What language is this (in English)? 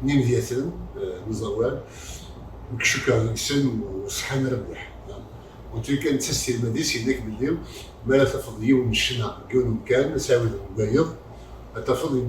Kabyle